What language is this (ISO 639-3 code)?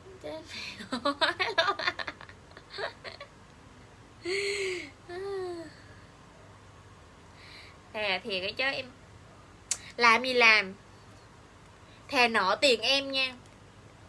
vie